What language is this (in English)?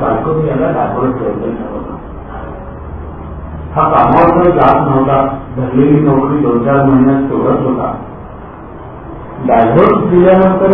Marathi